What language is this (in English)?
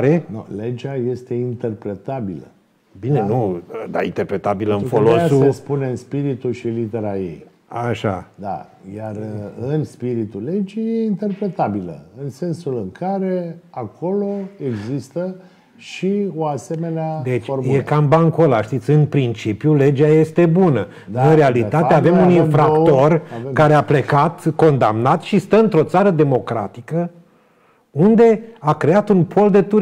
Romanian